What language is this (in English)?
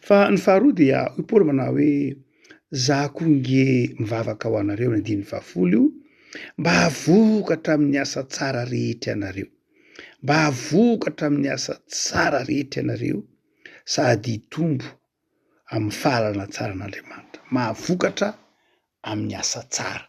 Malagasy